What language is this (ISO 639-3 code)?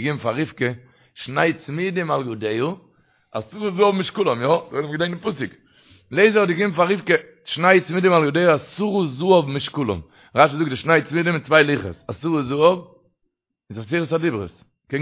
yid